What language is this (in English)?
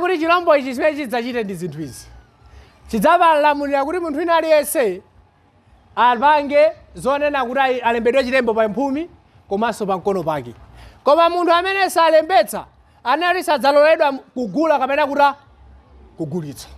Nyanja